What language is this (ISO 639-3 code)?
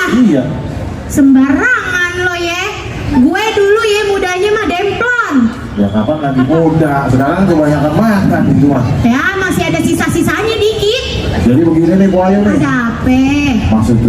bew